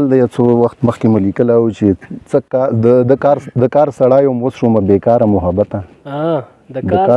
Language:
Pashto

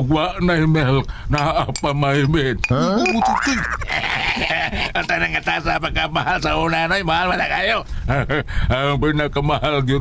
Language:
Cebuano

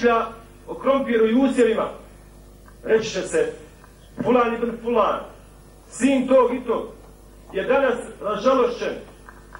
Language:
Bosnian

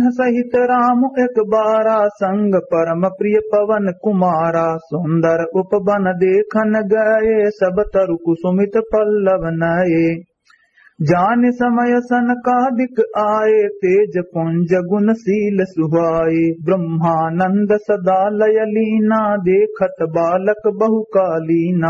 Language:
Awadhi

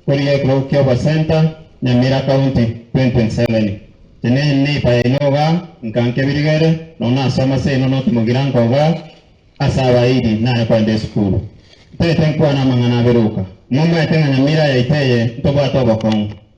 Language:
Gusii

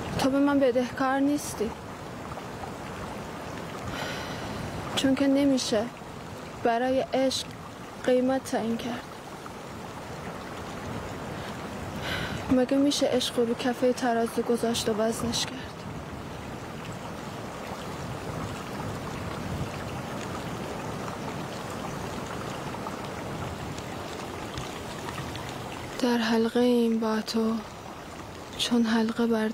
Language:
Persian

